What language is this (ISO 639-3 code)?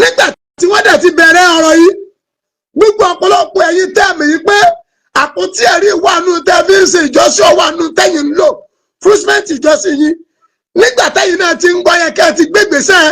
yor